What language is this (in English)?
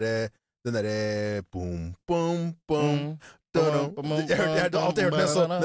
Norwegian